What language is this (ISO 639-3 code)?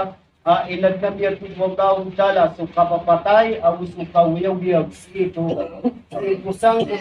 mrw